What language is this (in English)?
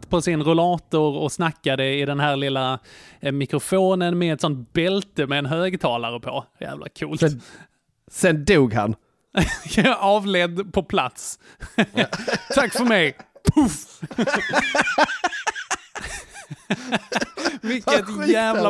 Swedish